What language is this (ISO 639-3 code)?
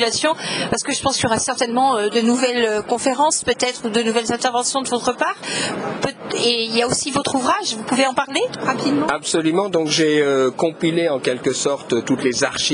fra